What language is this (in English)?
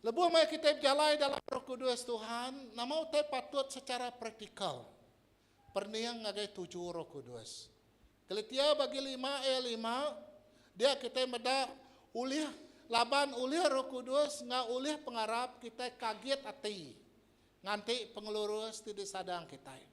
Iban